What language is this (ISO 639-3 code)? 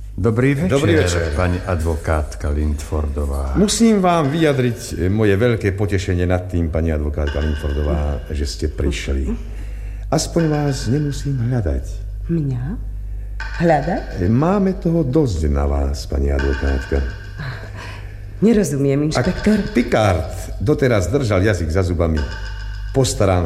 slk